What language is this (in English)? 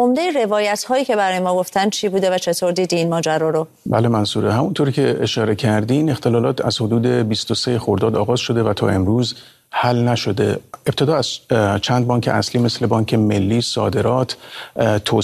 Persian